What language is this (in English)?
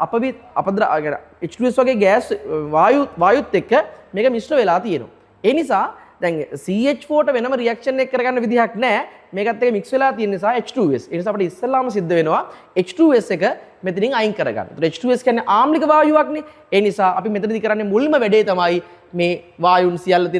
Sinhala